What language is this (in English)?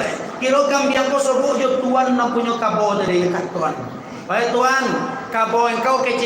Minangkabau